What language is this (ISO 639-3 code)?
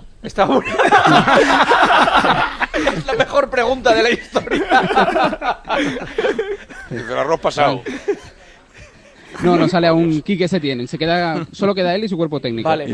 spa